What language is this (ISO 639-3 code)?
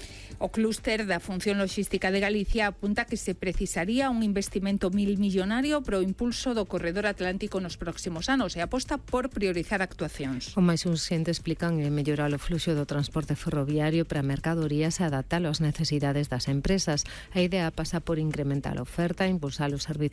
glg